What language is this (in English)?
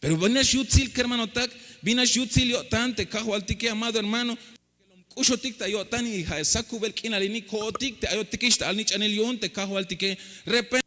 Tzeltal